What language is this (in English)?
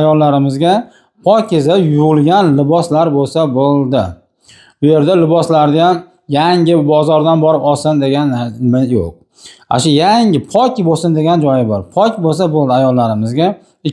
Uzbek